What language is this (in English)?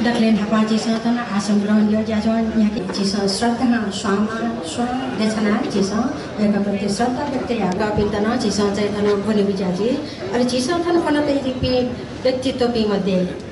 Newari